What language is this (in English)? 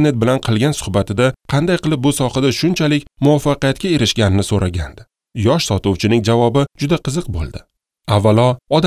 Uzbek